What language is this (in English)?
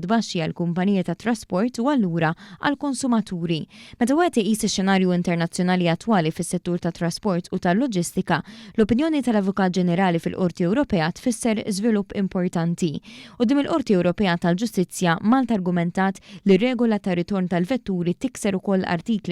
Maltese